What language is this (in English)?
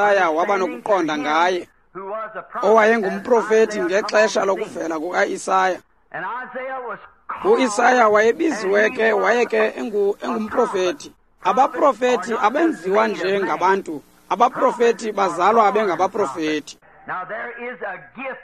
Xhosa